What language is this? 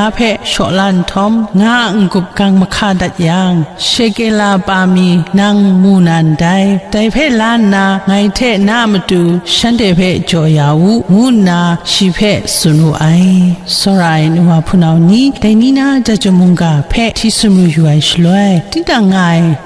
Kachin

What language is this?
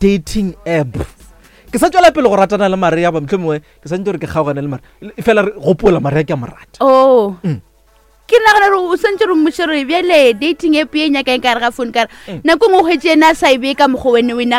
Northern Sotho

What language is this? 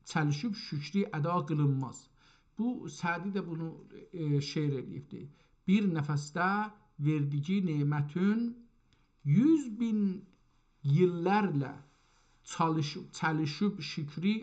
South Azerbaijani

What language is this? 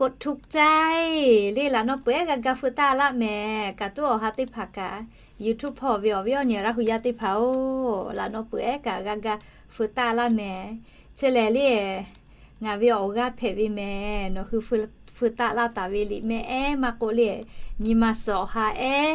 Lahu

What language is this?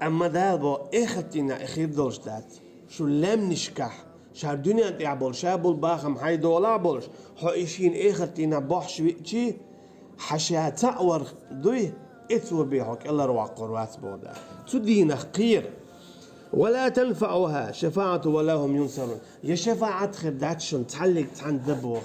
Chechen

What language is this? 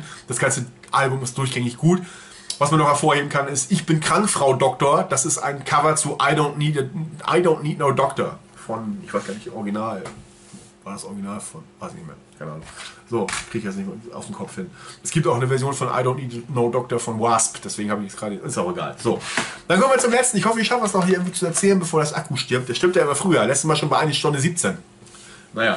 German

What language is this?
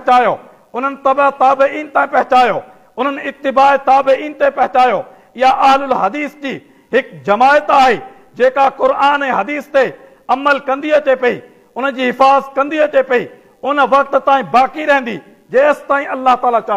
Sindhi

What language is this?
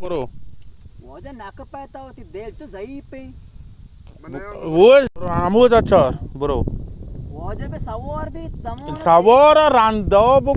Baluchi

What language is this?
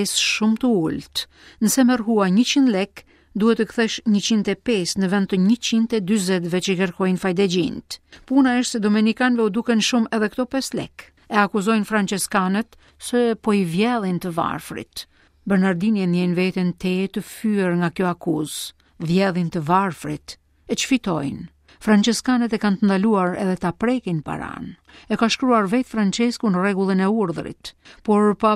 Albanian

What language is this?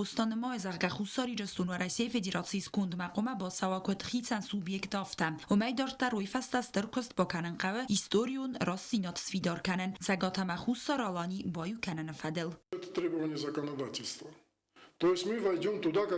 Ossetic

